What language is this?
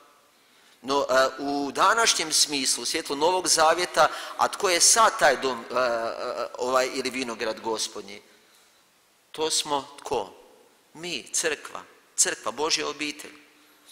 Croatian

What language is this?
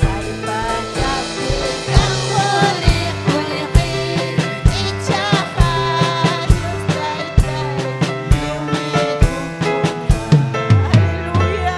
Ayacucho Quechua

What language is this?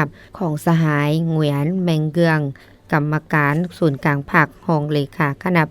Lao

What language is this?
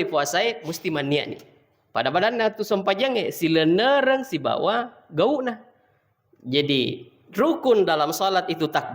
Buginese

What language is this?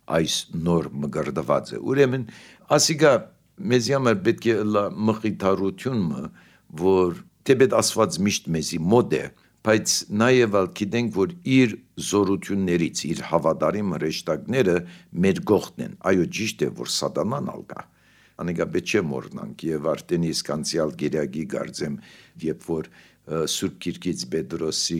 Armenian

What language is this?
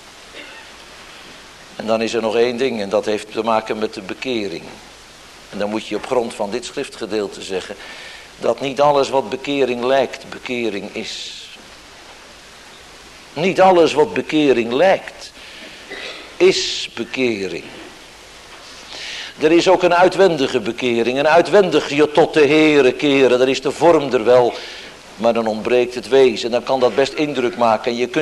Dutch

